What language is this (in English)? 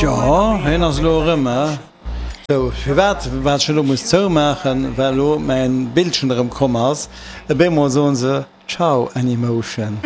Luxembourgish